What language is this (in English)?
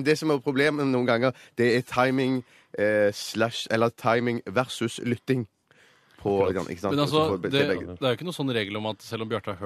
Norwegian